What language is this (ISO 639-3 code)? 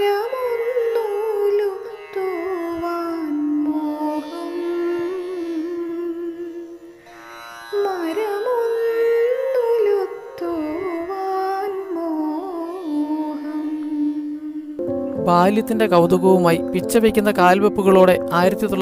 mal